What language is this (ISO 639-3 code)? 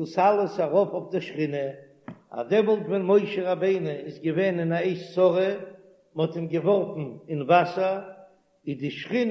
yid